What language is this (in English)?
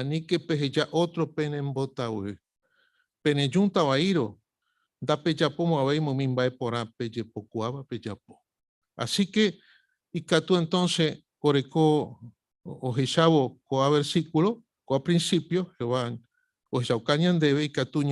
Guarani